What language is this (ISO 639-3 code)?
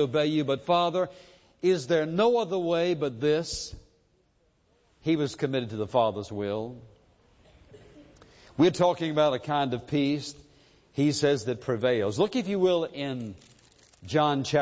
eng